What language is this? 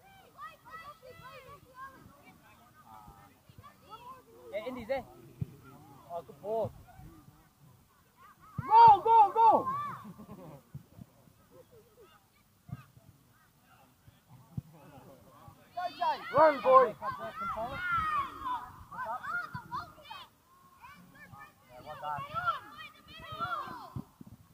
English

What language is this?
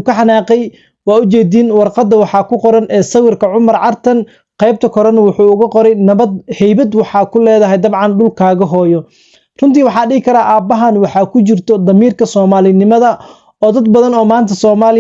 Somali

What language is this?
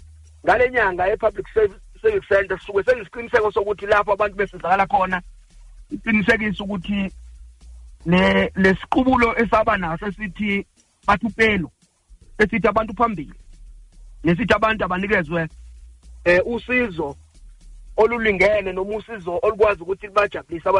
Zulu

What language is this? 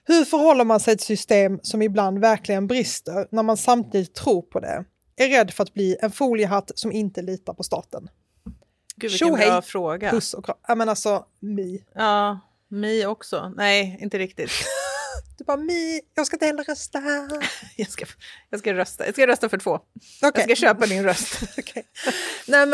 Swedish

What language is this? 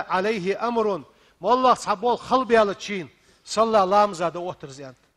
Ingush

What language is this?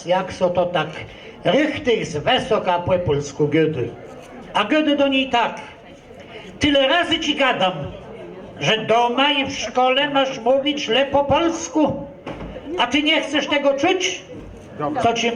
Kashubian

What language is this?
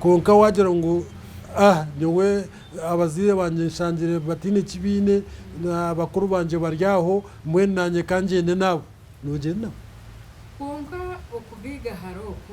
Nyankole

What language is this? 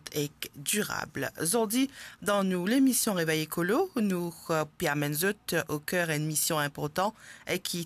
Morisyen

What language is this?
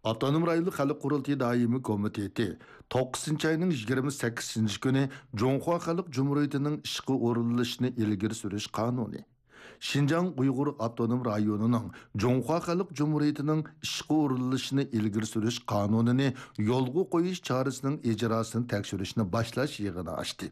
Uyghur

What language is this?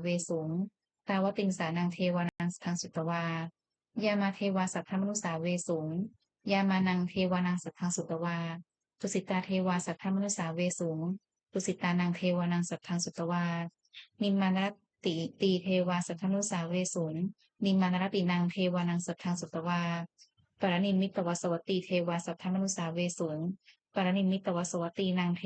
Pali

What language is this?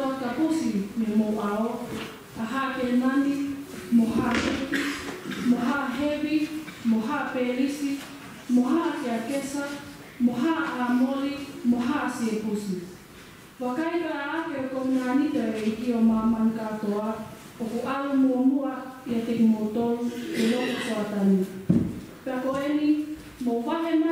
Tongan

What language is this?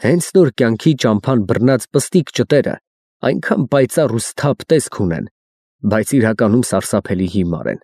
Armenian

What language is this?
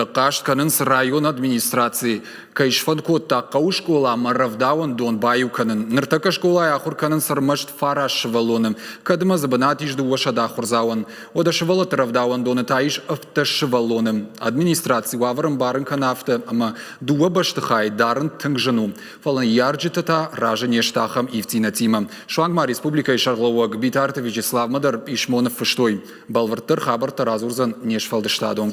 Ossetic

